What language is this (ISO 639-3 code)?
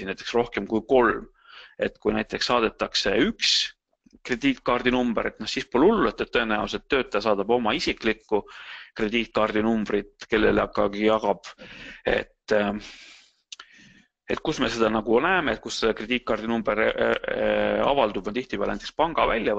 est